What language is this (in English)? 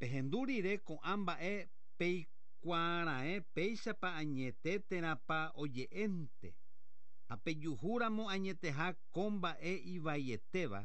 Guarani